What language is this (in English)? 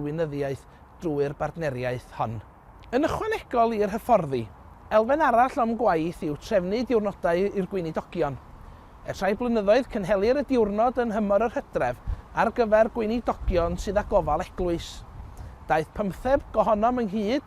Welsh